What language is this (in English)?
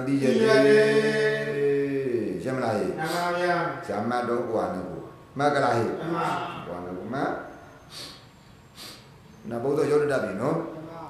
Burmese